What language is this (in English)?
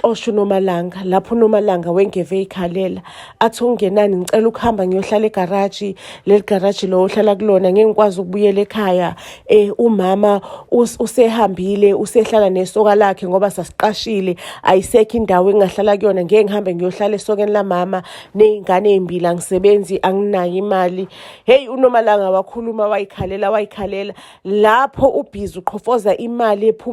Zulu